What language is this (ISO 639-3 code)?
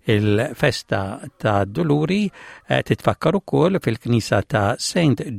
mlt